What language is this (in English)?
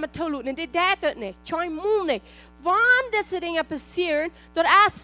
Plautdietsch